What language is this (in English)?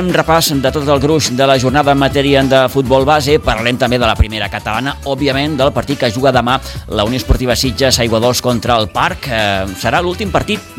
Catalan